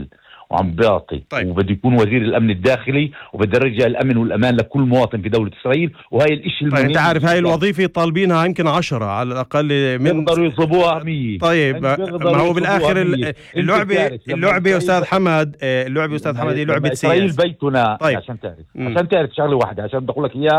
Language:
North Levantine Arabic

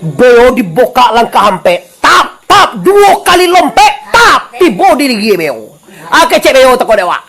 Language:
Minangkabau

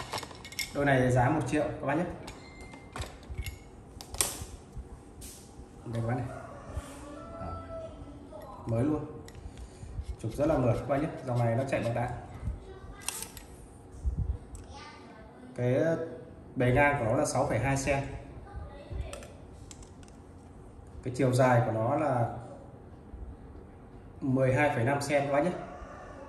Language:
Vietnamese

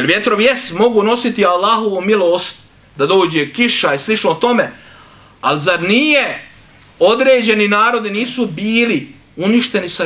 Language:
Bosnian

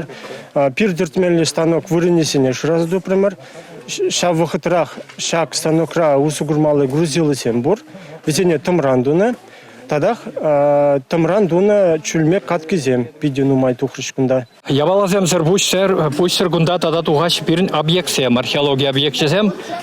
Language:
Chuvash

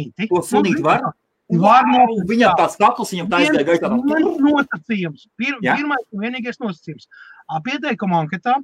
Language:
Latvian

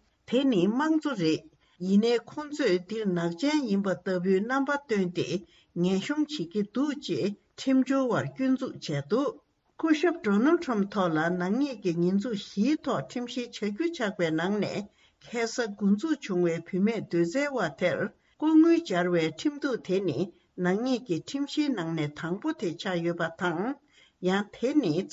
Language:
Tibetan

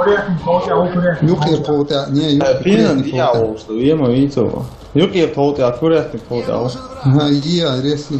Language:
Chechen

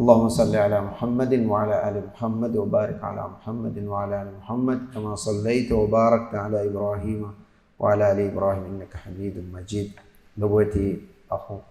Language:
Divehi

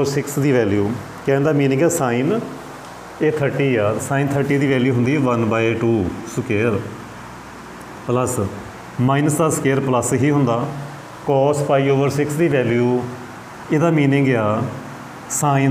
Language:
Punjabi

